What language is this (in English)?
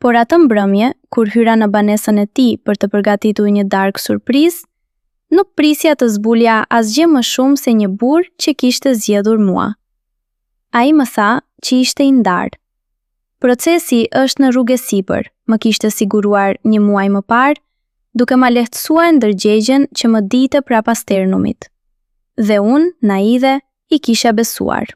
Albanian